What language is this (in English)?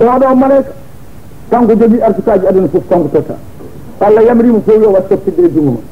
Fula